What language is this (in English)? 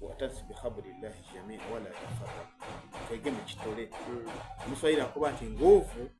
Soga